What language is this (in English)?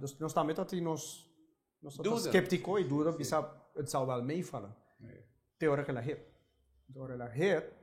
Papiamento